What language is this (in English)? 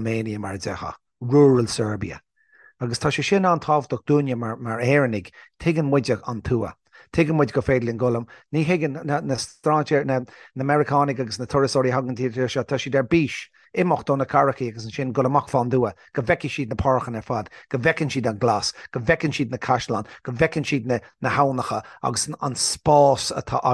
Irish